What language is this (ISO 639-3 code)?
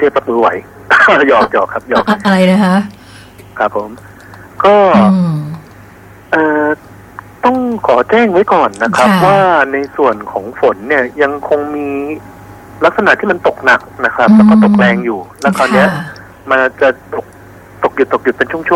tha